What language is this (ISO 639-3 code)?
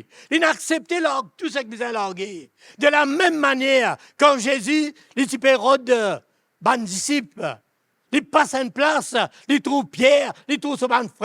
mfe